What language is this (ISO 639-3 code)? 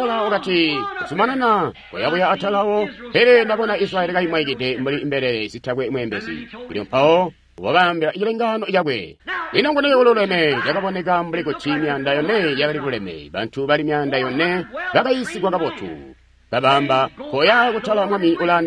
toi